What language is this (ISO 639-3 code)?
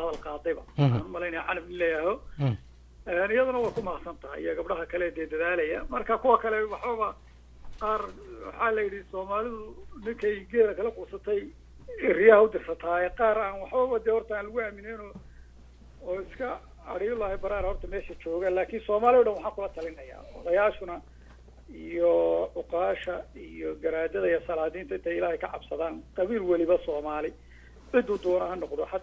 som